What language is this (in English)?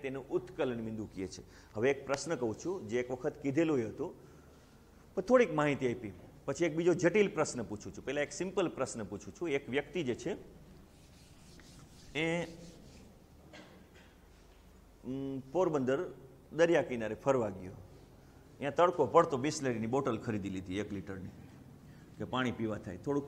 Gujarati